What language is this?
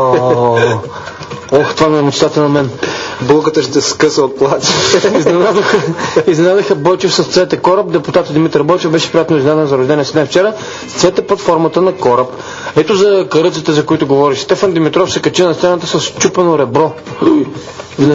Bulgarian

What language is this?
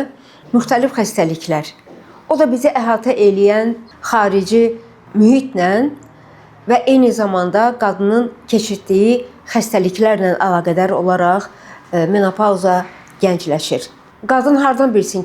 Azerbaijani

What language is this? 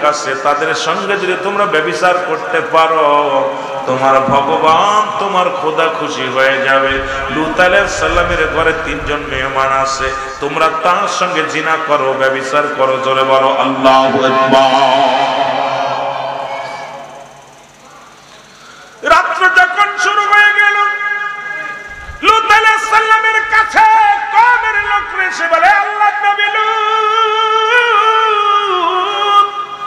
Bangla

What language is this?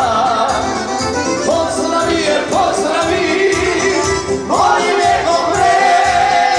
Serbian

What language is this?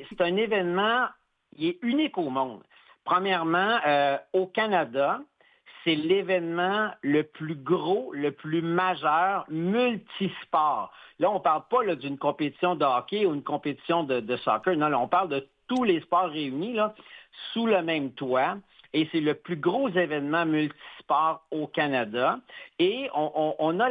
French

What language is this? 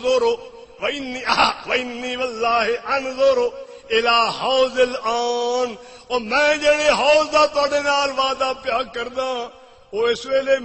Saraiki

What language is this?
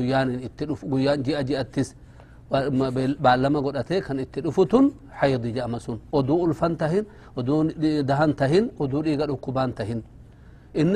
Oromo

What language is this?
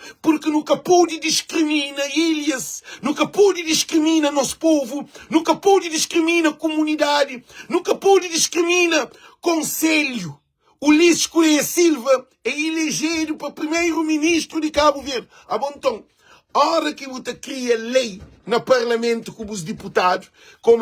Kabuverdianu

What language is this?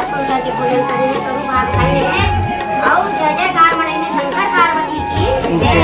Chhattisgarhi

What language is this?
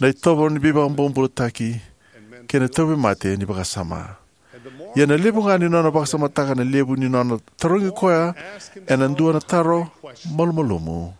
Fijian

